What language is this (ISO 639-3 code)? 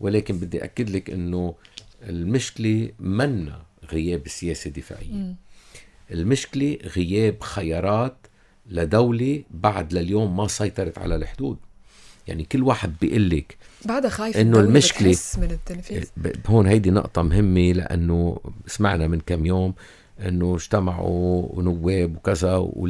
apc